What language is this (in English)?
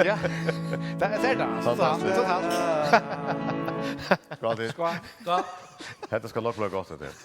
Faroese